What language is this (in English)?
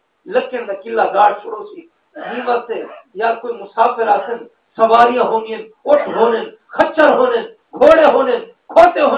Saraiki